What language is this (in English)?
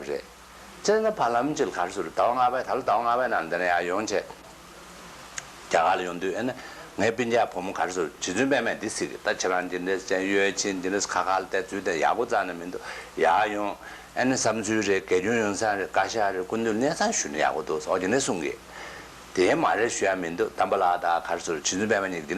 Tibetan